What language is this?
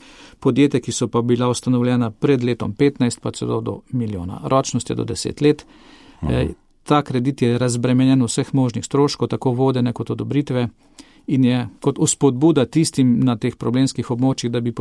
Slovenian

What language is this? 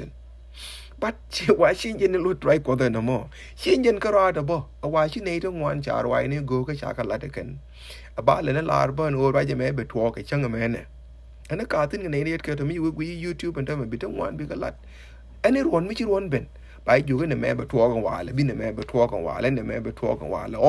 Nuer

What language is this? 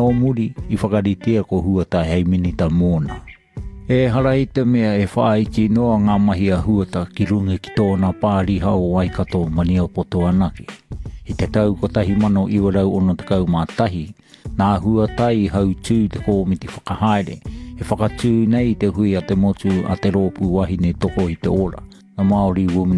Māori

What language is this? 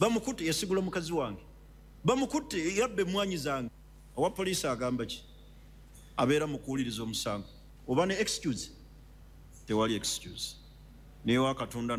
Ganda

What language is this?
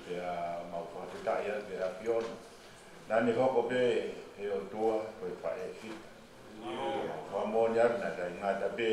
Tongan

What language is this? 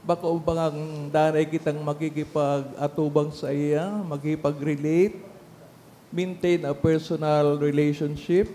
Bikol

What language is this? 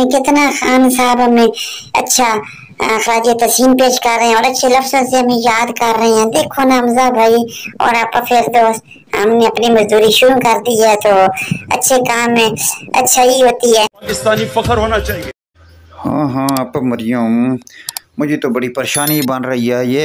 Urdu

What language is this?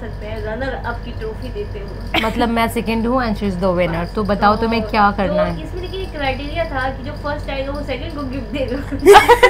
Hindi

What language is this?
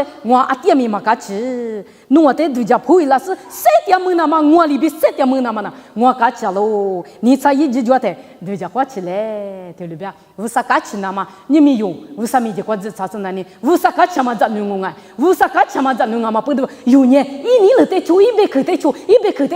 Lisu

